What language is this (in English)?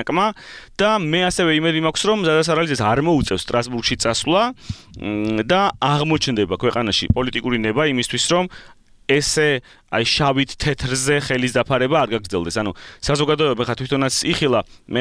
Georgian